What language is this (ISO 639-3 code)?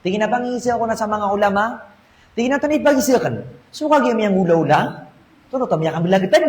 mrw